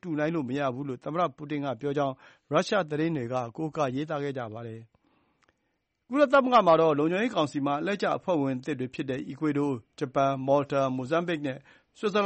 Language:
Burmese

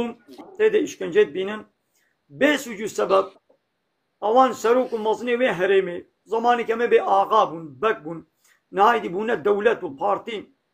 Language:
Kurdish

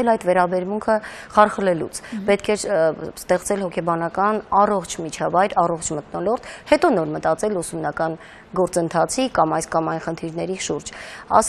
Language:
Armenian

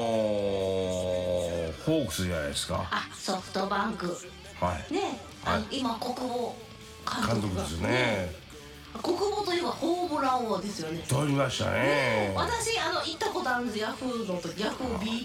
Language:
Japanese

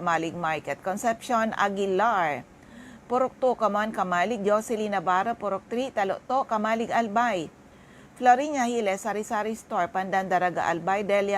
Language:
Bikol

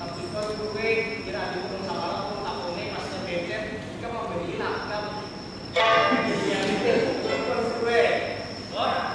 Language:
Banjar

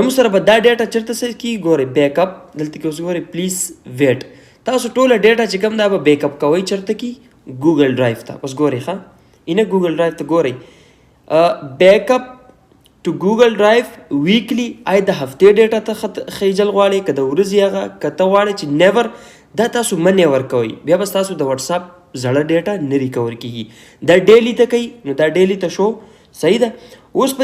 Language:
Pashto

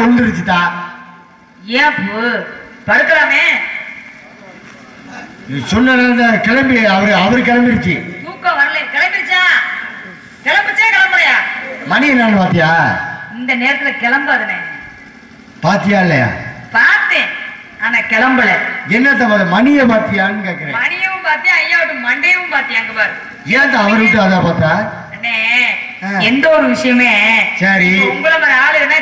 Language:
Tamil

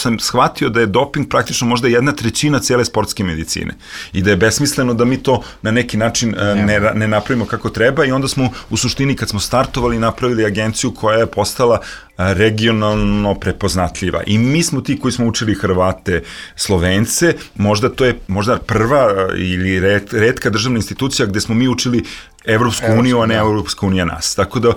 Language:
Serbian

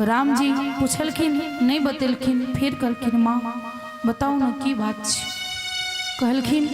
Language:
Maithili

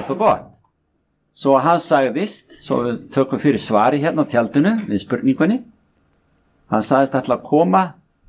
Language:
Icelandic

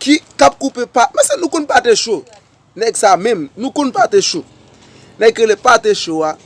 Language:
Haitian Creole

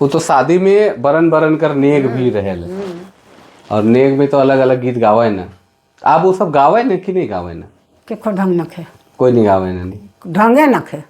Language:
Sadri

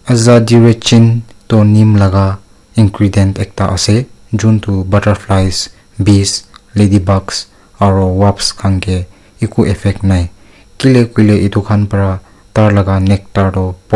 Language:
Naga Pidgin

